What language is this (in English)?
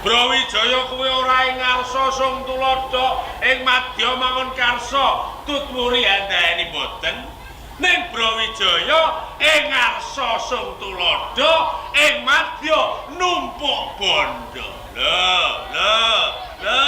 Javanese